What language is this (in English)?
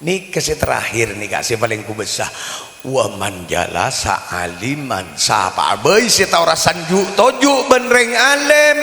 Madurese